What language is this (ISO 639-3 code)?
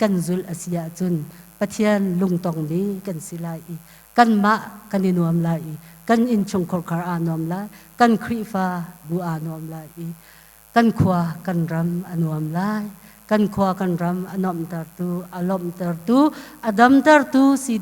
cnh